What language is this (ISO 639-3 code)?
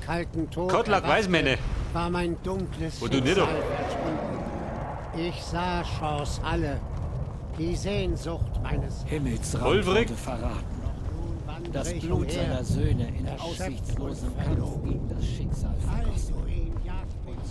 bar